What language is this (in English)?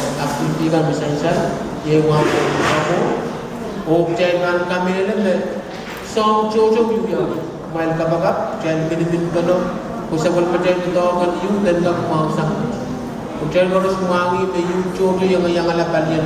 Pohnpeian